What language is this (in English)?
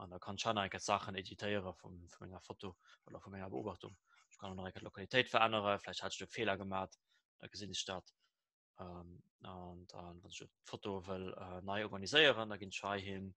Luxembourgish